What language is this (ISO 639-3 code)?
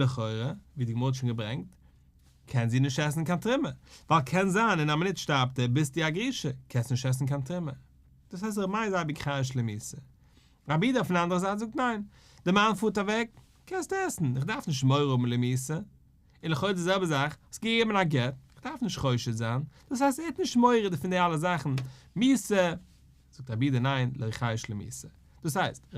yid